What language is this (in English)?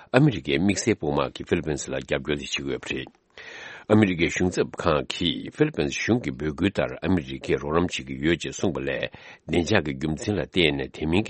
Tibetan